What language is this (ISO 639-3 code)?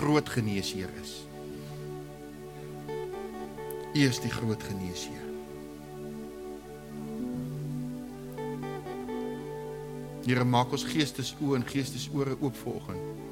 afr